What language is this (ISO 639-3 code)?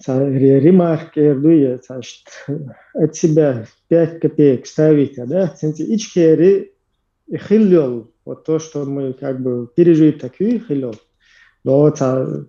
che